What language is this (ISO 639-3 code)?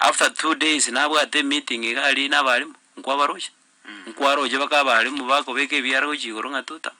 guz